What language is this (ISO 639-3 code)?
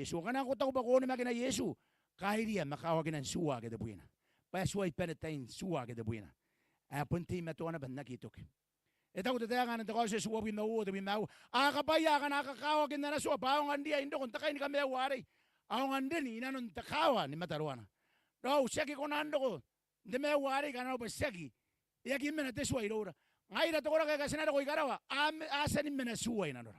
gil